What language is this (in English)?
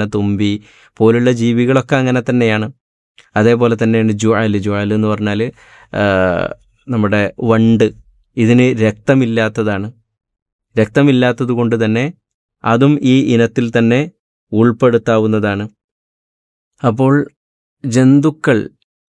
Malayalam